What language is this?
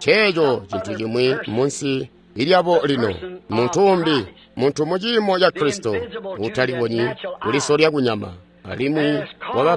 Tonga (Zambia)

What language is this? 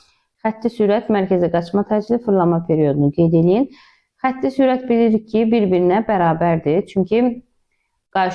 Azerbaijani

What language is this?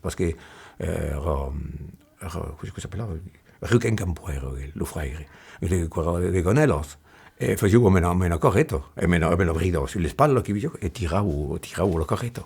Occitan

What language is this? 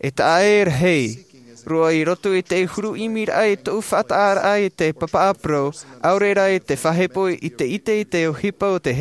Tahitian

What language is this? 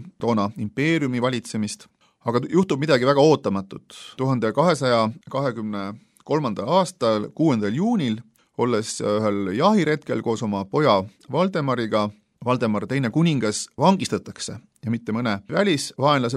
Estonian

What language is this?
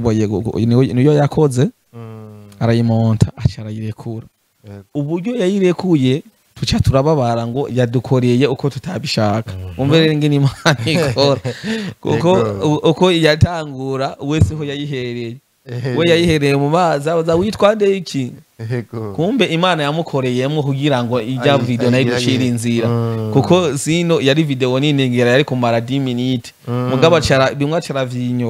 Rundi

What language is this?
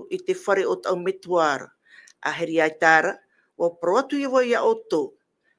Tahitian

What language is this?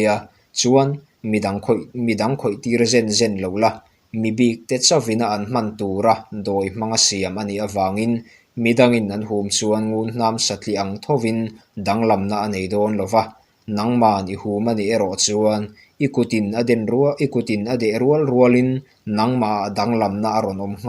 Mizo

